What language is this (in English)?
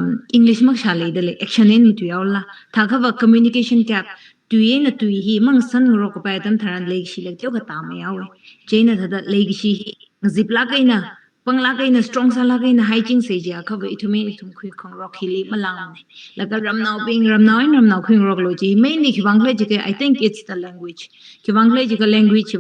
Tangkhul Naga (India)